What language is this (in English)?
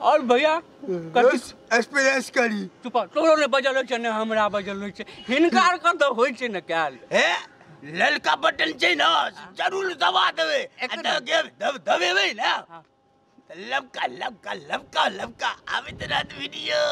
Maithili